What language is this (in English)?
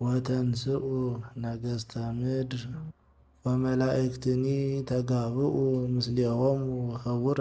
Amharic